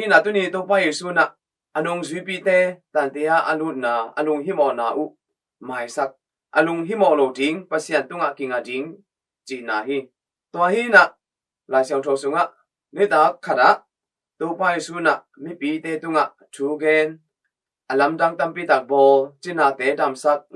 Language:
Tedim Chin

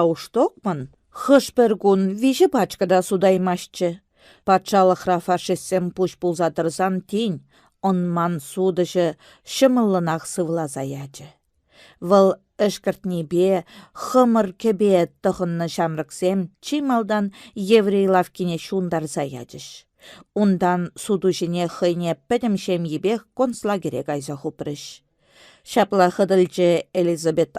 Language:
Chuvash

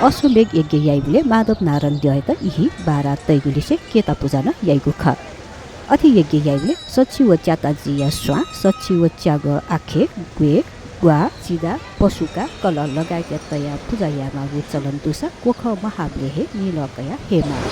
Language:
Newari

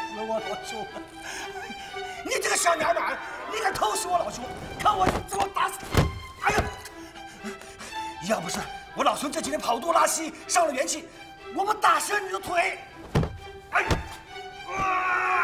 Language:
Chinese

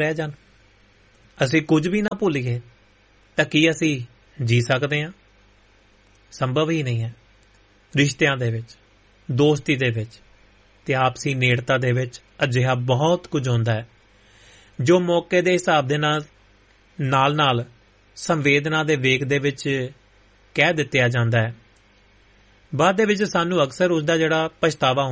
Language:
Punjabi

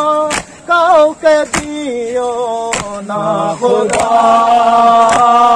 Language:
Hindi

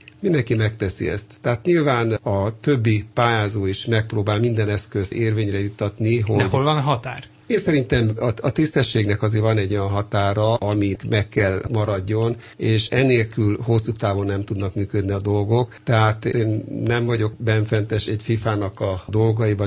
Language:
Hungarian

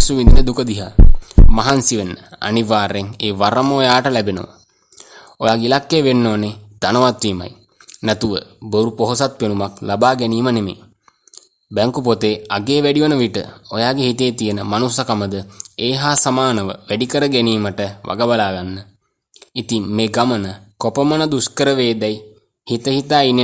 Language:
Sinhala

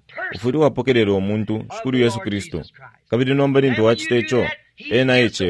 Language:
Bemba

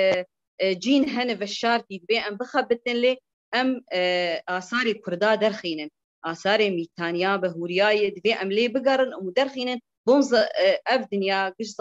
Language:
Kurdish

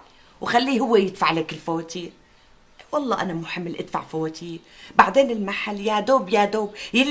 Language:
North Levantine Arabic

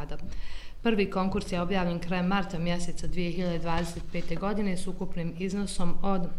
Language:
Bosnian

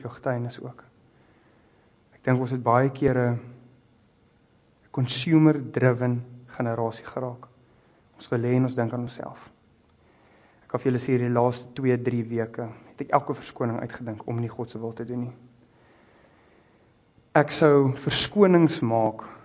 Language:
Afrikaans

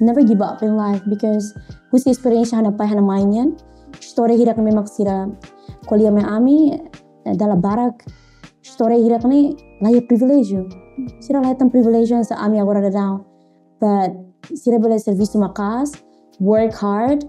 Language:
Tetum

